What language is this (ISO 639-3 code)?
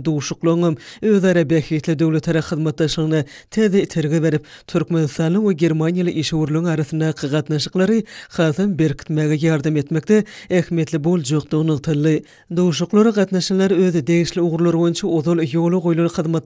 tuk